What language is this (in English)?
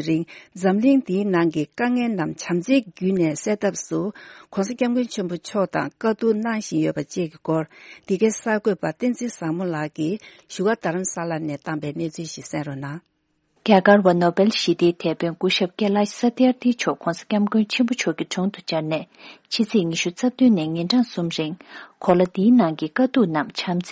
Tibetan